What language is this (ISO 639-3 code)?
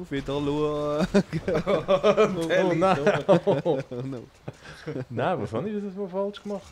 gsw